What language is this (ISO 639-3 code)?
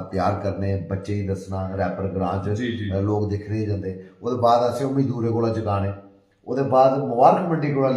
doi